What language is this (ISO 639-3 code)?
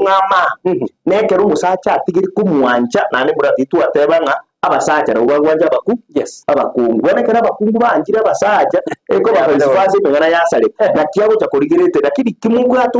guz